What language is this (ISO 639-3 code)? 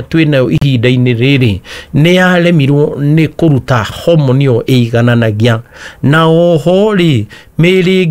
kik